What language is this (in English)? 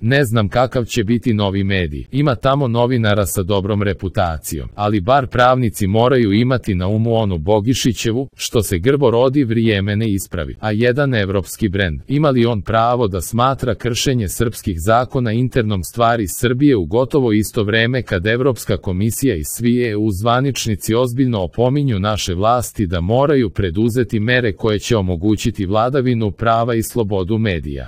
Serbian